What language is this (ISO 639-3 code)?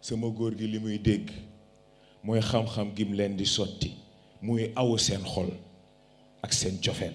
wol